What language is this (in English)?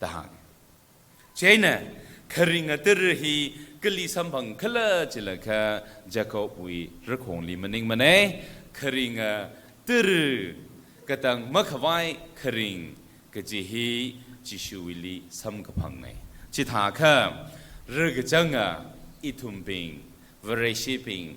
Tangkhul Naga (India)